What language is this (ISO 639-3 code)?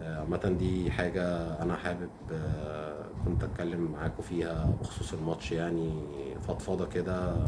arz